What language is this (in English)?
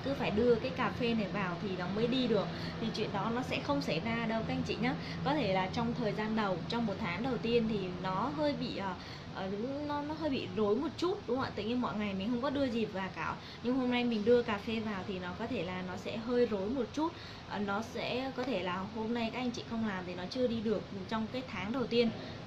Vietnamese